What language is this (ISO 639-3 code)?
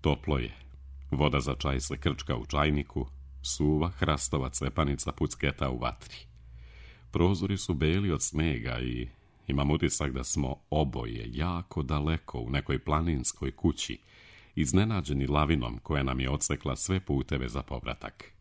srp